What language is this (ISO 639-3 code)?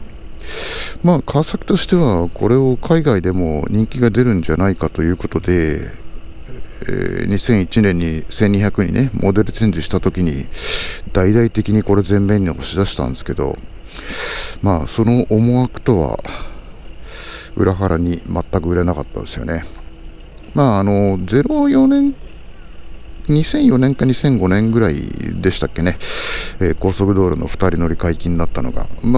jpn